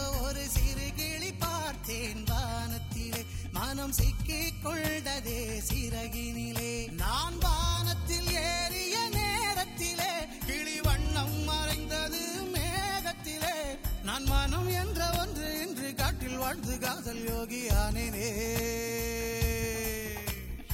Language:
Tamil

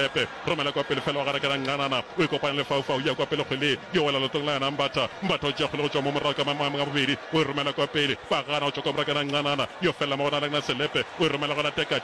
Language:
Northern Sotho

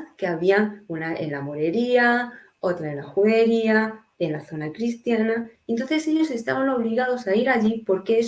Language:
Ladino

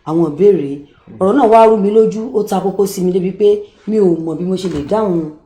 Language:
Yoruba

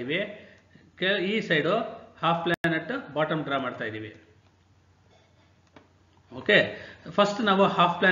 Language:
Kannada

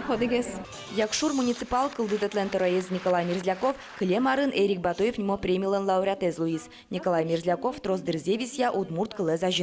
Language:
Udmurt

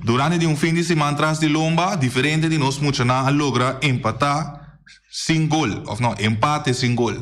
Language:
Papiamento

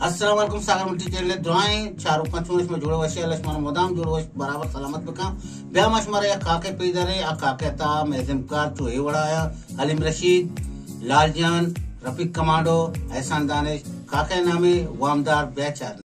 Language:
Baluchi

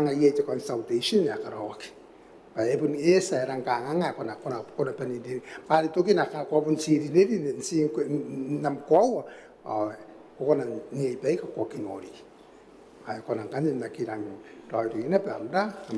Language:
Gilbertese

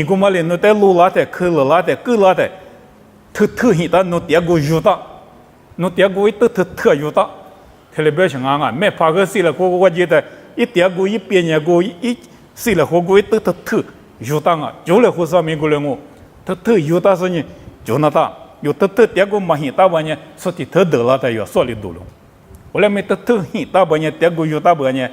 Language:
Lisu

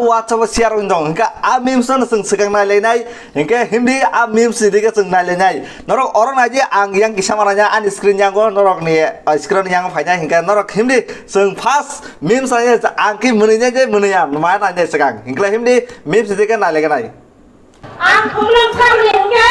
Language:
Kok Borok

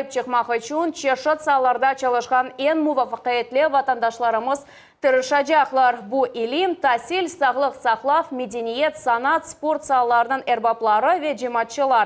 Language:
Crimean Tatar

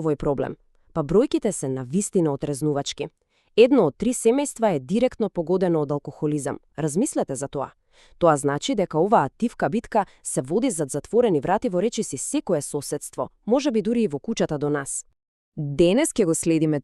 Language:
Macedonian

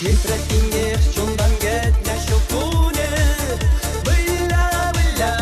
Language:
Chuvash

